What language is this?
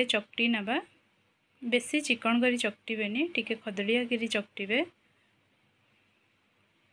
Odia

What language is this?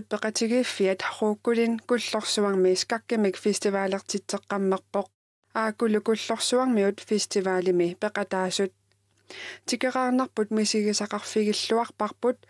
Kalaallisut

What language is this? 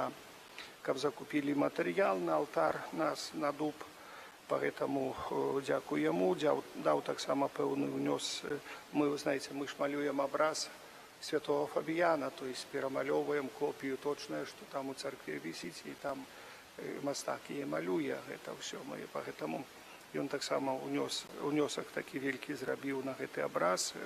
Belarusian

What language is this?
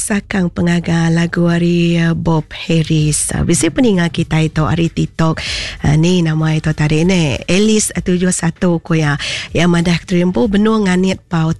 Iban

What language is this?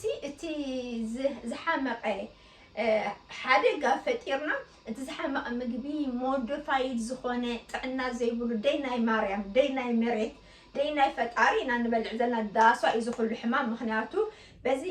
Tigrinya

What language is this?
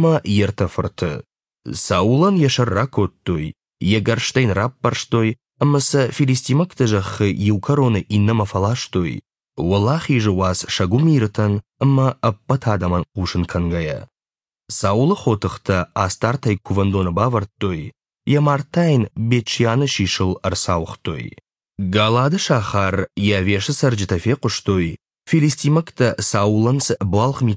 Ossetic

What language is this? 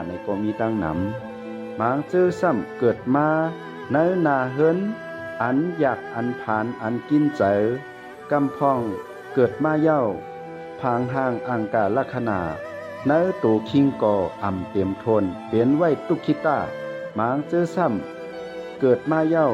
Shan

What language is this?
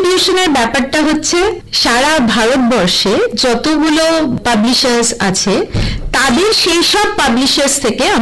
Bangla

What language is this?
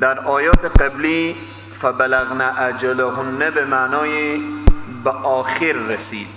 Persian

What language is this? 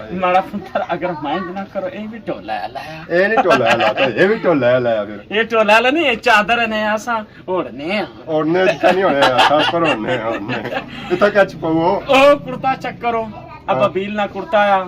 Pahari-Potwari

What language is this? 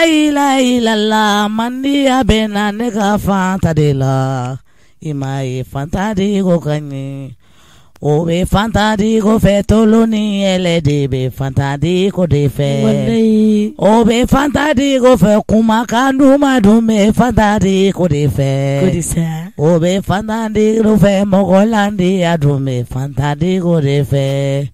Bambara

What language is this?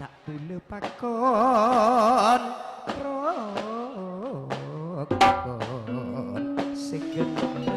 Madurese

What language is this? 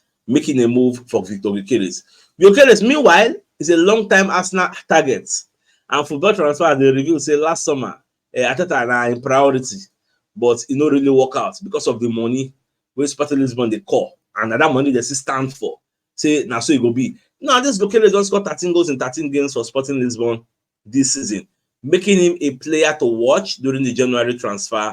Nigerian Pidgin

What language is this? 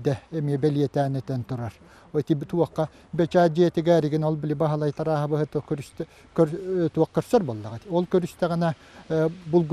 Yakut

